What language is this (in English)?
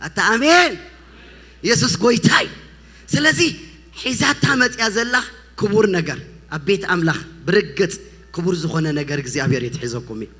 Tigrinya